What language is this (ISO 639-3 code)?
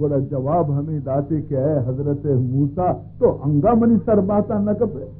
bal